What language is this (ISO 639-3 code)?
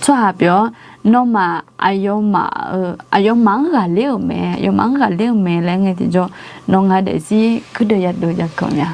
ahk